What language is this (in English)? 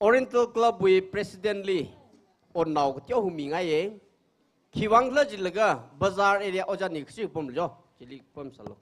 Tangkhul Naga (India)